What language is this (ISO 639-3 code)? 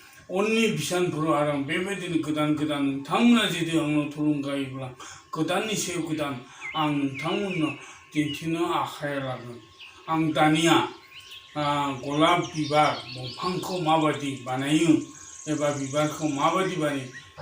brx